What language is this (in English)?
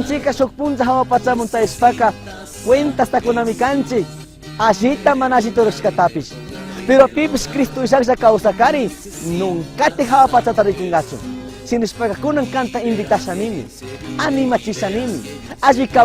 Chimborazo Highland Quichua